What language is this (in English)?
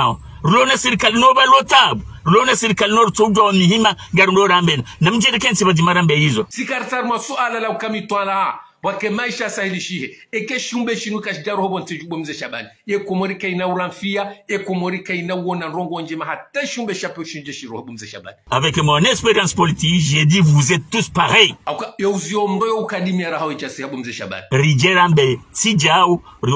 Ngazidja Comorian